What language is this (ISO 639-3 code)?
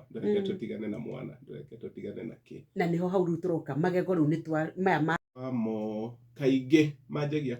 kik